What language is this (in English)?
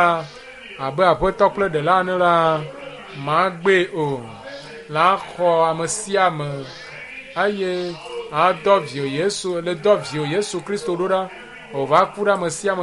Ewe